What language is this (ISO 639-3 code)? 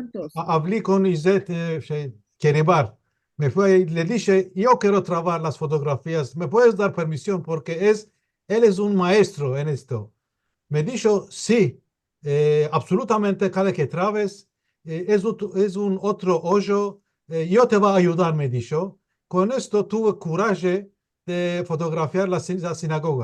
lad